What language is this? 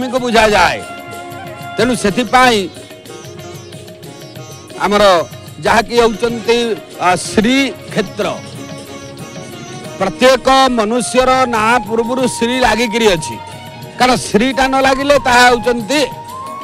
Odia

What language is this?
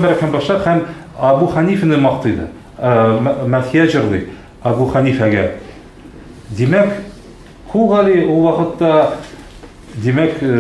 Tatar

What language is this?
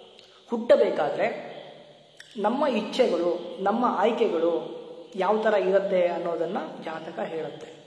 Kannada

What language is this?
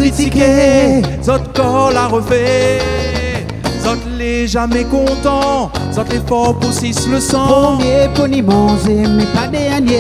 Réunion Creole French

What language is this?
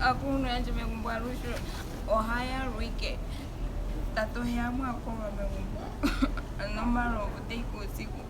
Ndonga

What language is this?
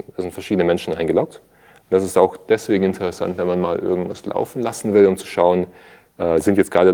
German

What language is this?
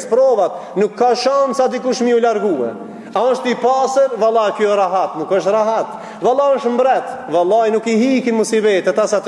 Albanian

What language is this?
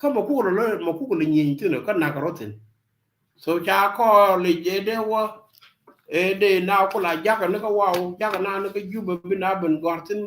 Nuer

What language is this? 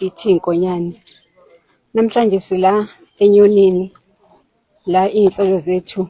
Zulu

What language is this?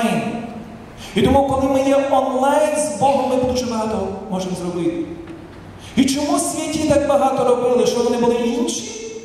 Ukrainian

